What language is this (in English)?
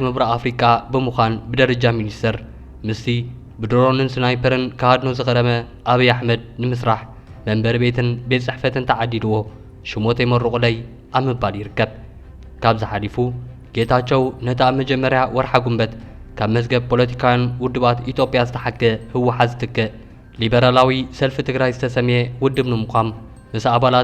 Tigrinya